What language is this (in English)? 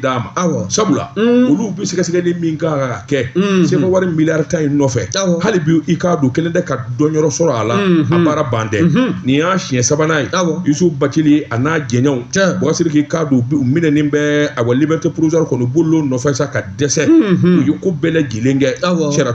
Bambara